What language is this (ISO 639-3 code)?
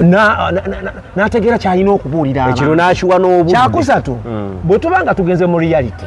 lug